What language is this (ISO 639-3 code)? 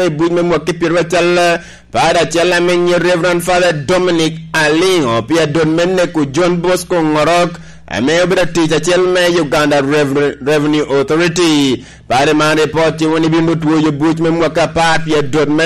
laj